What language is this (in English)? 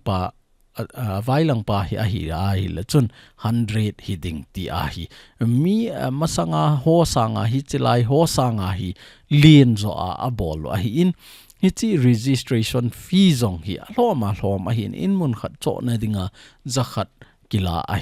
Thado Chin